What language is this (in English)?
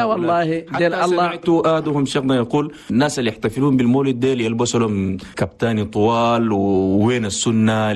Chadian Arabic